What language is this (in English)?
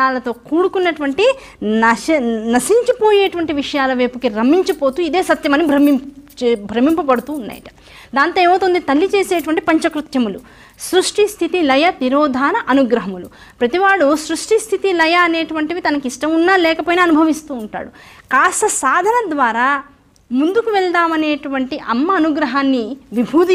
Telugu